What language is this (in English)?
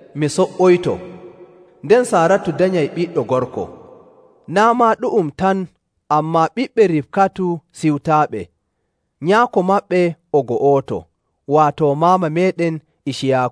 Nigerian Fulfulde